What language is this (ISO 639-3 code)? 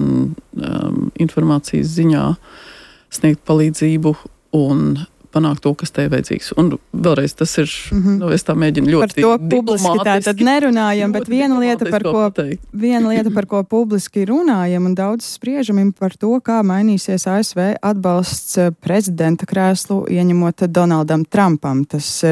lav